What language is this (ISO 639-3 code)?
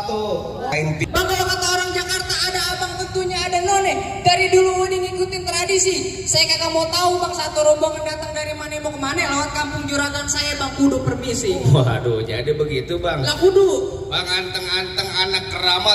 bew